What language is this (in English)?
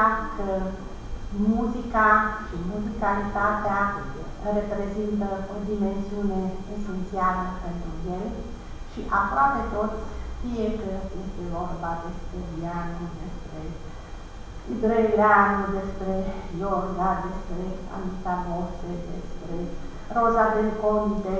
Romanian